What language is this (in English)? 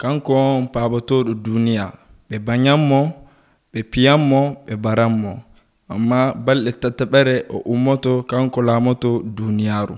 Nigerian Fulfulde